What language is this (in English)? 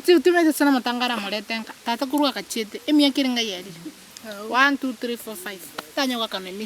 Gusii